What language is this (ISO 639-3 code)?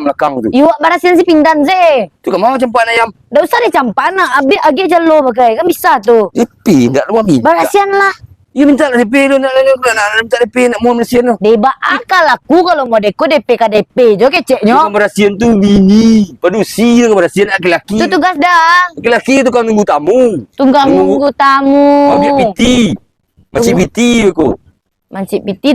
min